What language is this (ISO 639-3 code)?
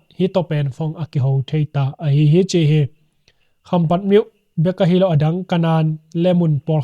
ctd